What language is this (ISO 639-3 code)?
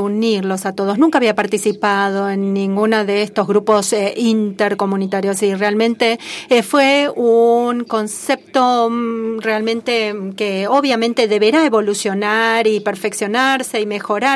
spa